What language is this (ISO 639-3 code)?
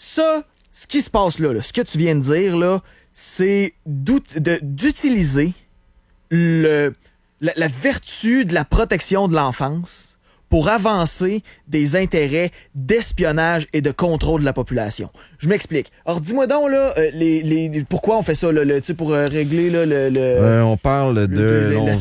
fra